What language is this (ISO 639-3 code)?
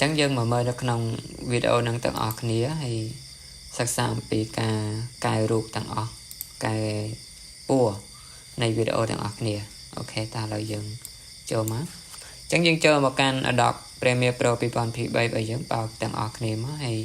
khm